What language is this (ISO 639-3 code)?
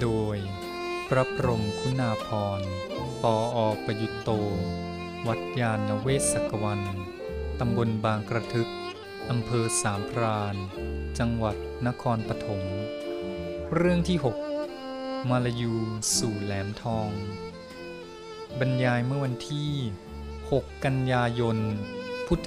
tha